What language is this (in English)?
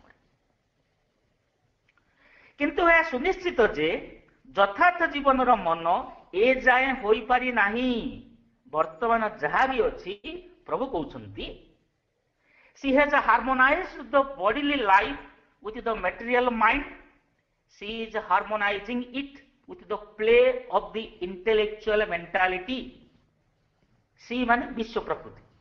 Odia